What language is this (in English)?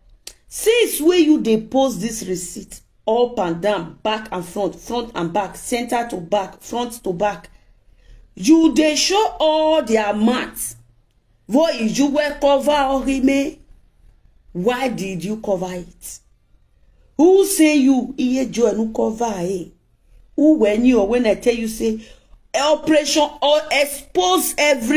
Nigerian Pidgin